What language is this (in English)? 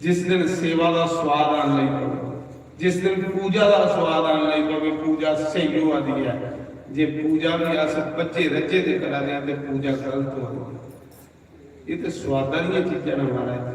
Dogri